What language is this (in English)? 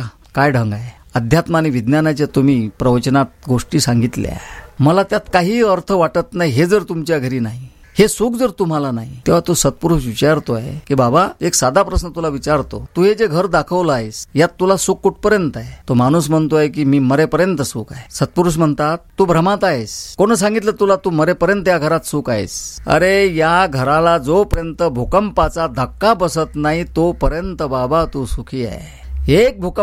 Marathi